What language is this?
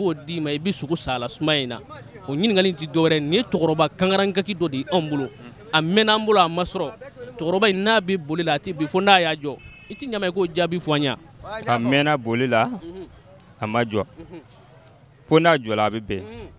Bambara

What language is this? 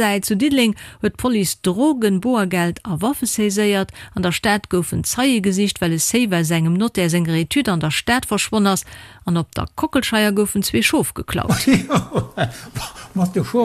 Luxembourgish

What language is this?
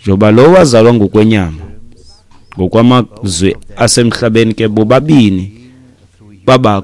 Xhosa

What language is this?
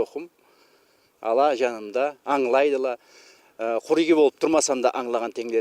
Karachay-Balkar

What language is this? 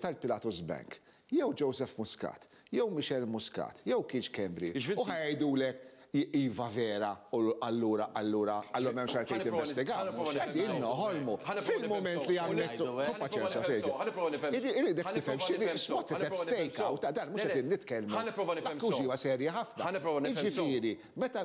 Maltese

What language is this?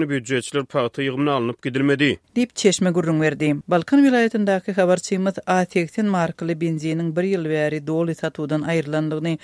Turkmen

